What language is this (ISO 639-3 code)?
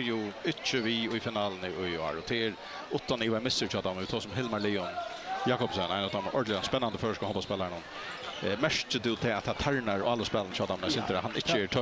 fao